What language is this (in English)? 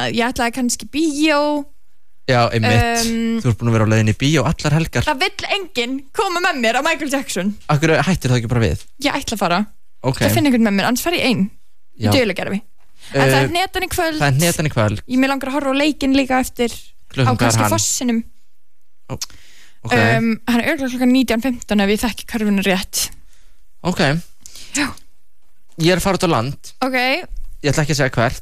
Icelandic